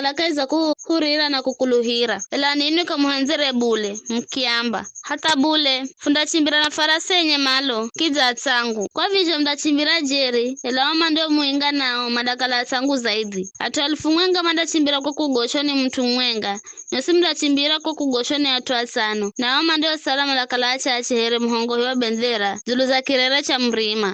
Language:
Giryama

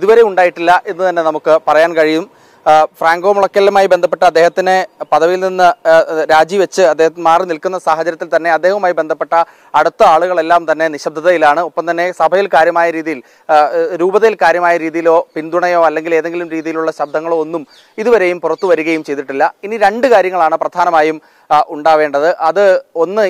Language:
Malayalam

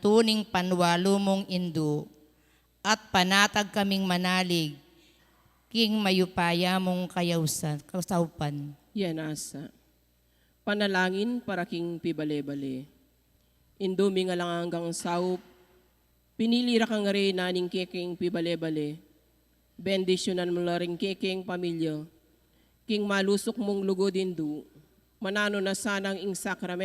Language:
Pampanga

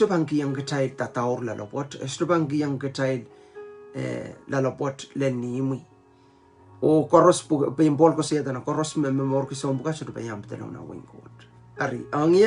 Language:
Pohnpeian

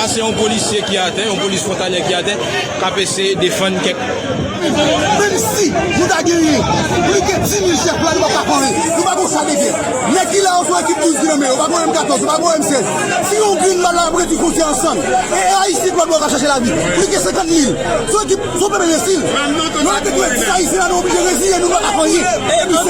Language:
Haitian Creole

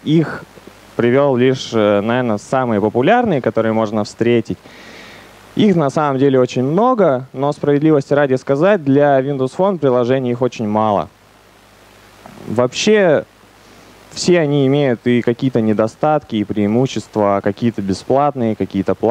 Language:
Russian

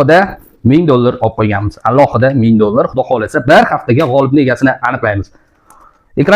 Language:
Uzbek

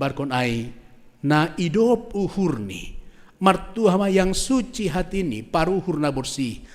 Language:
Batak Simalungun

